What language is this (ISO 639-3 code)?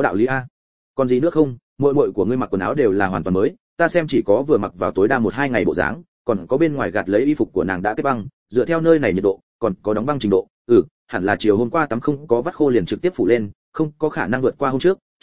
vie